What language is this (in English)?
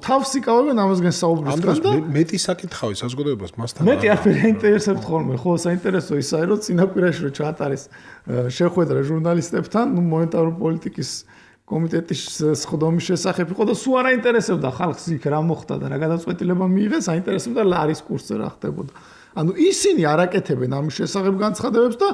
Georgian